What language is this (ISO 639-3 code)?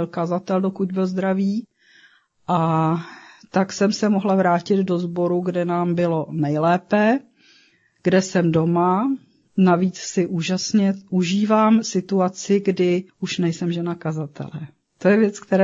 ces